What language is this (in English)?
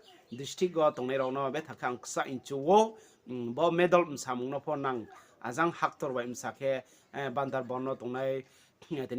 Riang (India)